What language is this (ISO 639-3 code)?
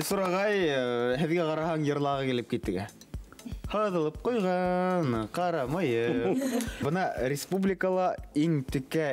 bak